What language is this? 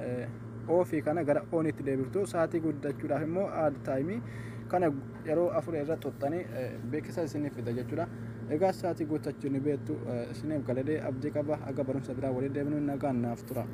Oromo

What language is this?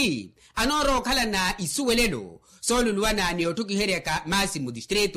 Makhuwa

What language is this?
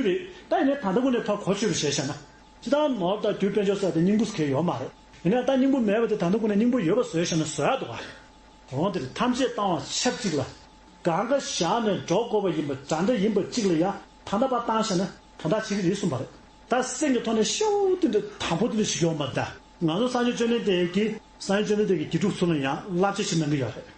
Tibetan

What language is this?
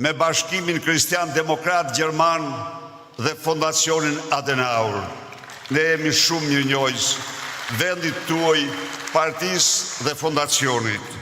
Albanian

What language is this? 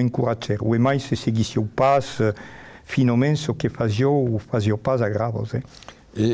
Occitan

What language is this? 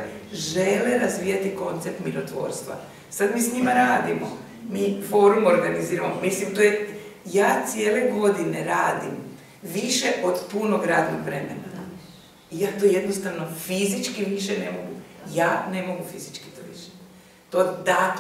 Croatian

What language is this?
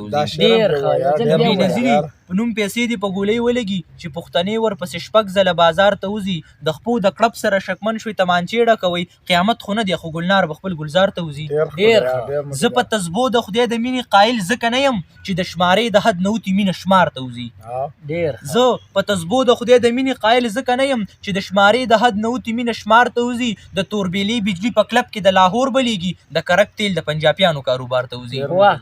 Pashto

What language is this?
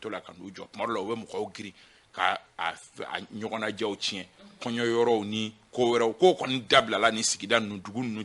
Bambara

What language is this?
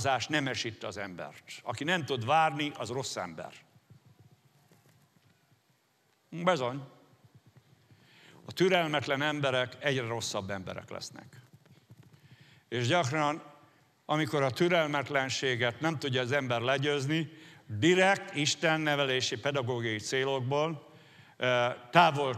Hungarian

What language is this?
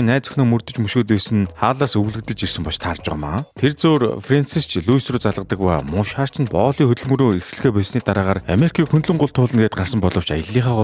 Mongolian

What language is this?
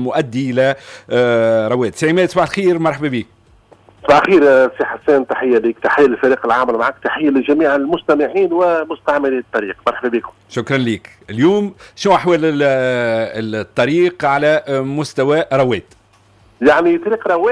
Tunisian Arabic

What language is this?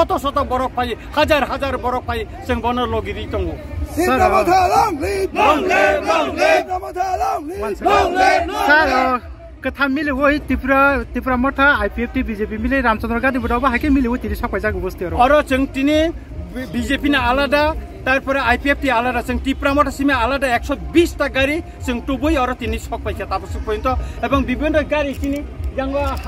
Kok Borok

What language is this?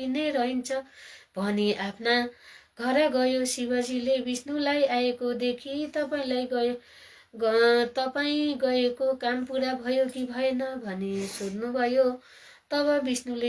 Nepali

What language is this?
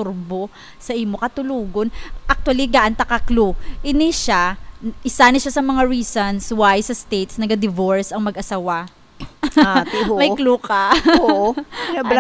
Hiligaynon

